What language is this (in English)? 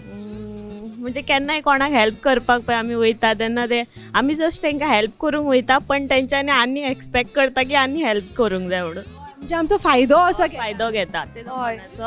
Konkani